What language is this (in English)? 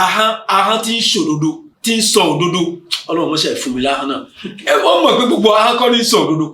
Yoruba